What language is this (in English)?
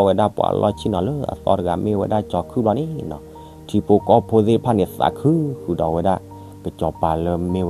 S'gaw Karen